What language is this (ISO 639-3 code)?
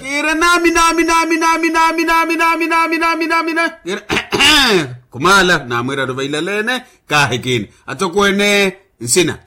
vmw